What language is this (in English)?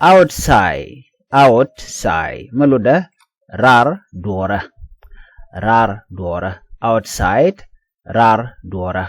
Nuer